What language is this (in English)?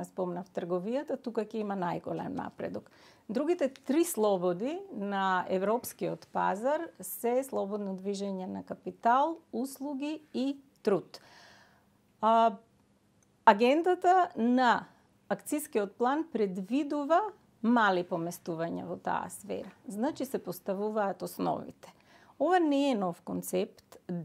Macedonian